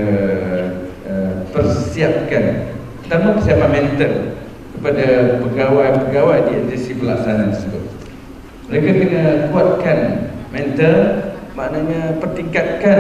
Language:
Malay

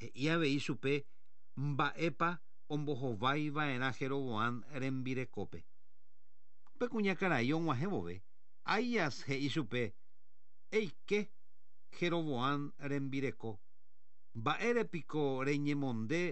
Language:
Guarani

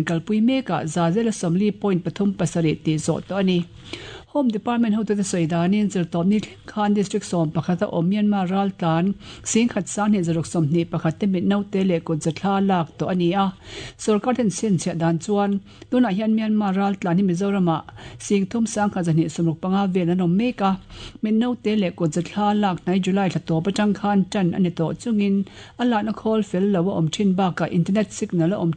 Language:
Mizo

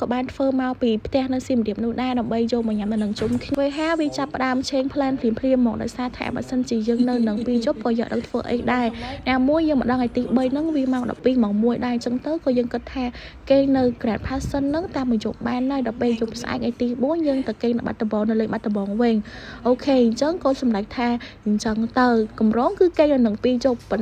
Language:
Khmer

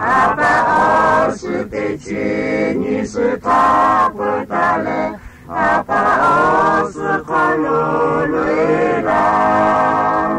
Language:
Lahu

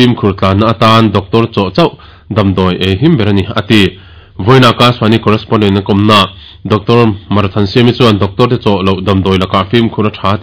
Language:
Mizo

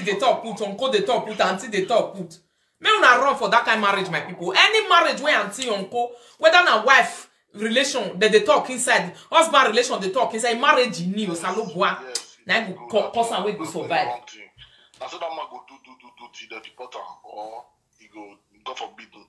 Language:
Nigerian Pidgin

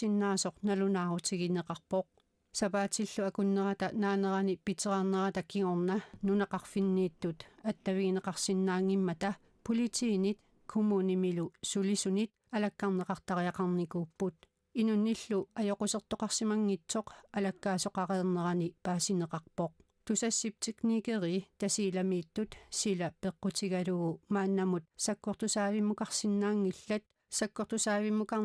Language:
Kalaallisut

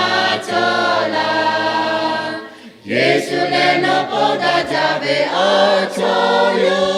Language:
Lahu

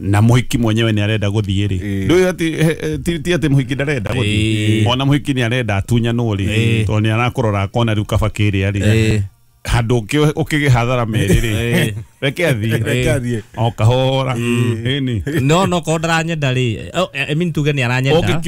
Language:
Kikuyu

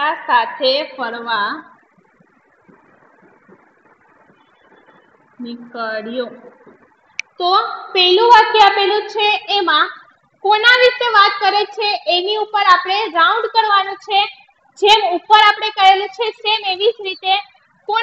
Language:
Gujarati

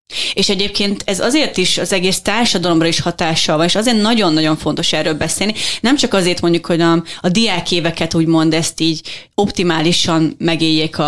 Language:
Hungarian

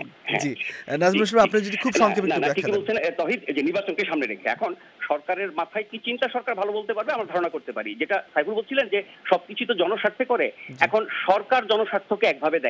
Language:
Bangla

